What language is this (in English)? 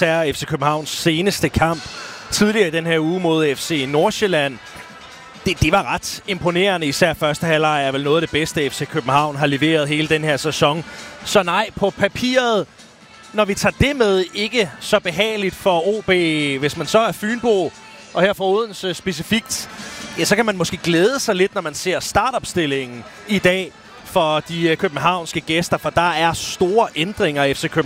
Danish